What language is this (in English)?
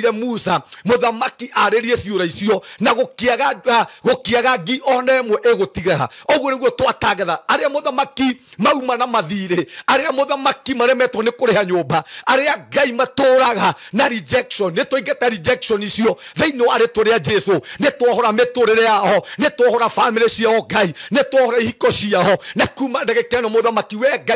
Kikuyu